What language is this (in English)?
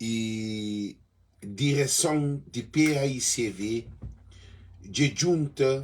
Kabuverdianu